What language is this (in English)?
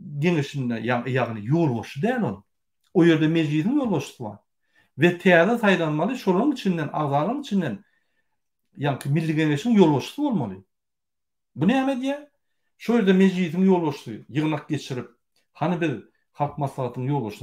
Turkmen